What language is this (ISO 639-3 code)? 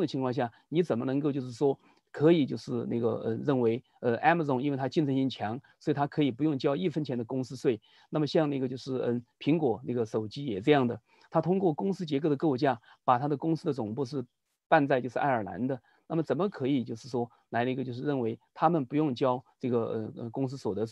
zho